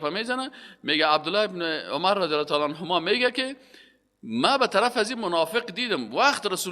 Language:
Persian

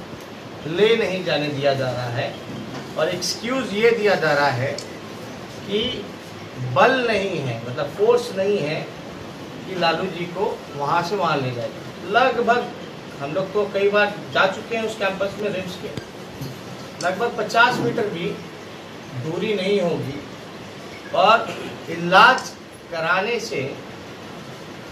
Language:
Hindi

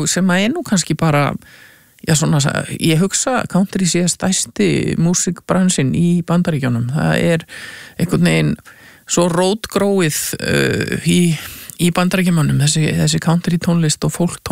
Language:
Icelandic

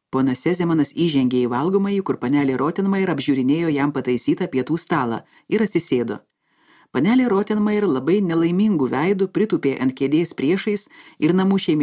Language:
Lithuanian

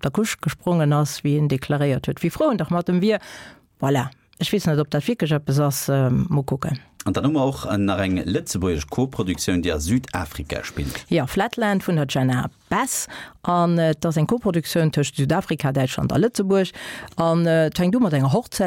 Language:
Luxembourgish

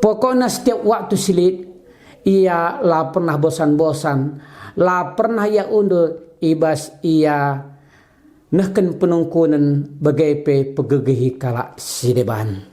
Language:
Batak Karo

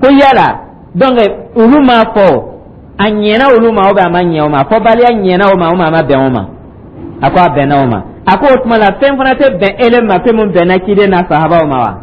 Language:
Dyula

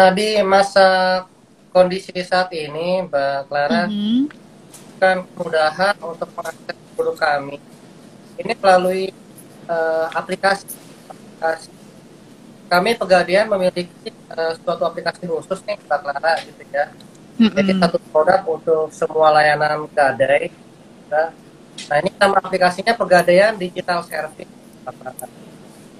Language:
Indonesian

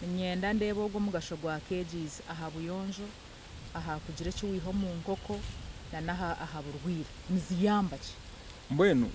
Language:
Nyankole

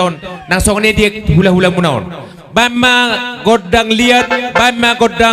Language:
Batak Toba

